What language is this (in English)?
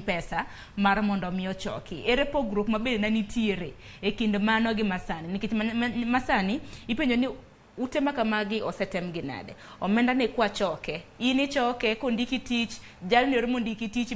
Luo (Kenya and Tanzania)